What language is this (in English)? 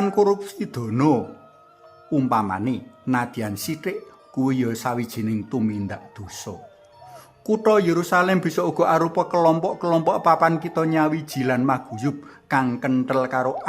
Javanese